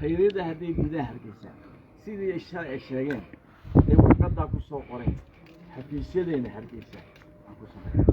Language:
Somali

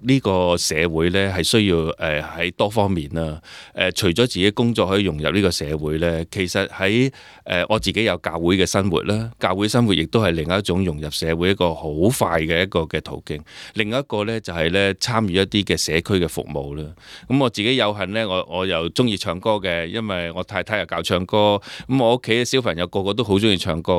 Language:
Cantonese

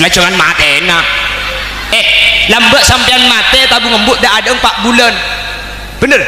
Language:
Madurese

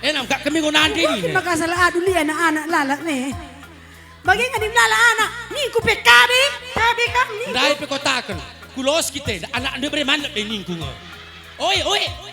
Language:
Batak Karo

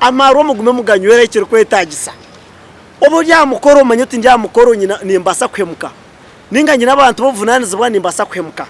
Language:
Nyankole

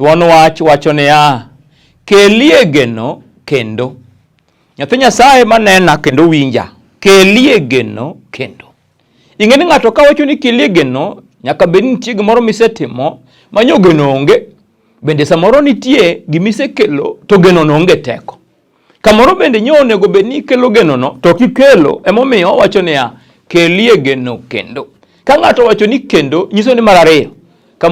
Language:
Luo (Kenya and Tanzania)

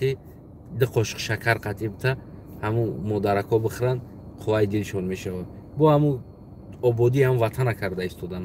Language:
Tajik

